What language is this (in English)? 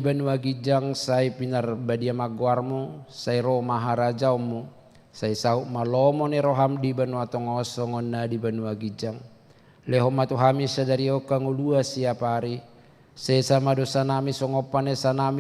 Batak Toba